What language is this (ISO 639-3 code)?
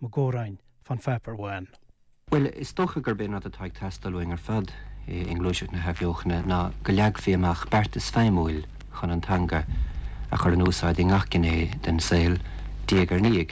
gle